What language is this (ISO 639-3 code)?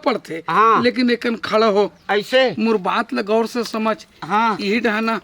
hne